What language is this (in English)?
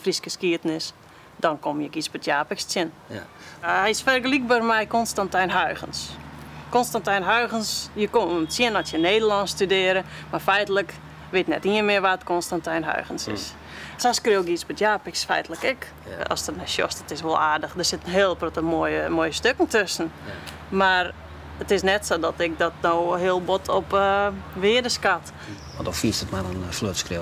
Western Frisian